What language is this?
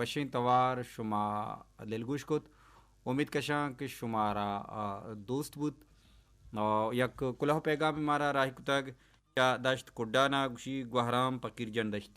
Baluchi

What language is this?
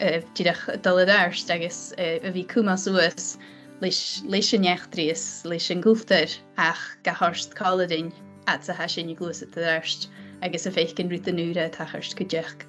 Scottish Gaelic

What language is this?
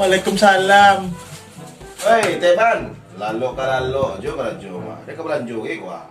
Minangkabau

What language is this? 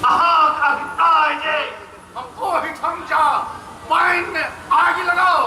Maithili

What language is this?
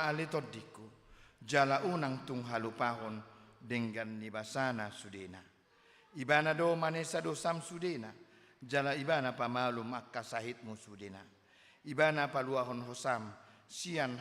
Batak Toba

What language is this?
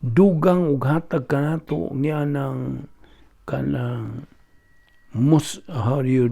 Cebuano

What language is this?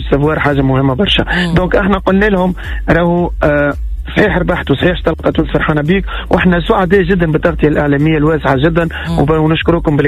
Tunisian Arabic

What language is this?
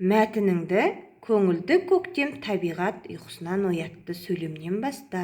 Kazakh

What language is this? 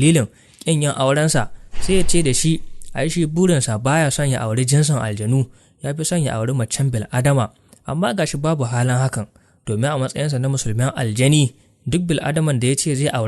Hausa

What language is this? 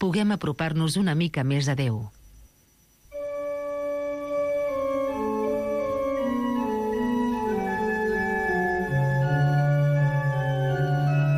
Catalan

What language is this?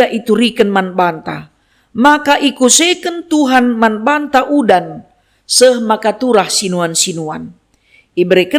Batak Karo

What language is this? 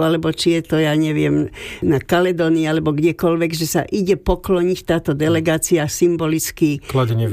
Slovak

